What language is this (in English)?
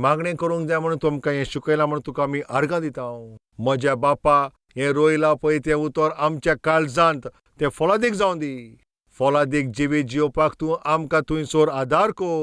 Konkani